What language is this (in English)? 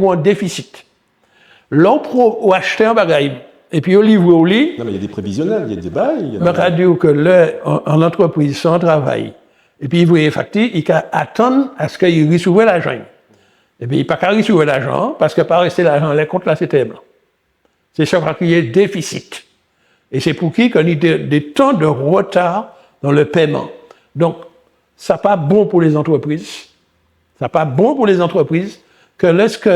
Guadeloupean Creole French